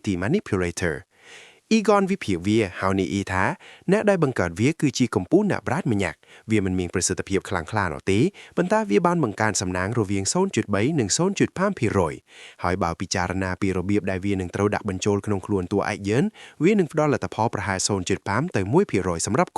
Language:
Khmer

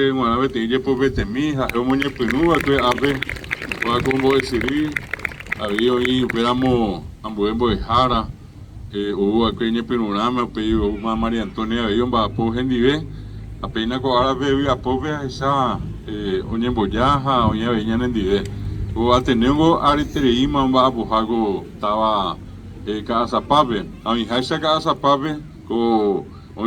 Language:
Guarani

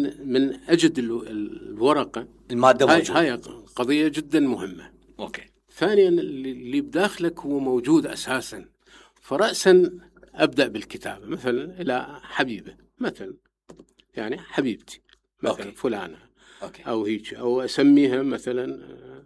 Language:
Mesopotamian Arabic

